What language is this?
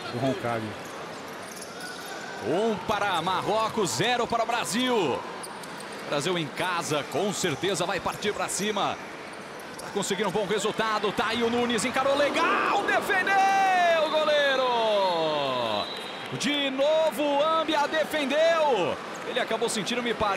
Portuguese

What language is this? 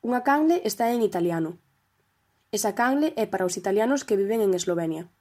Galician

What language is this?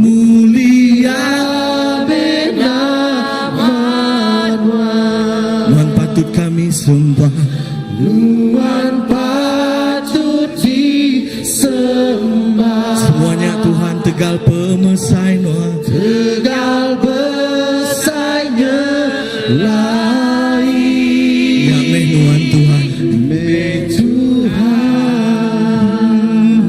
Iban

